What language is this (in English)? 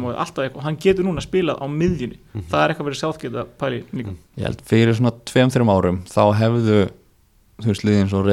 Icelandic